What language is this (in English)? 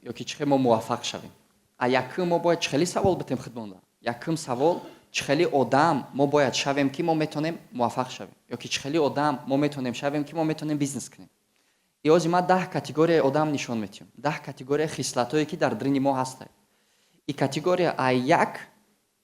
Tajik